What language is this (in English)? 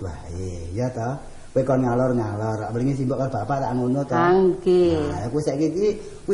Javanese